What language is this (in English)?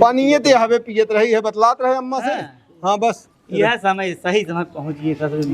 Awadhi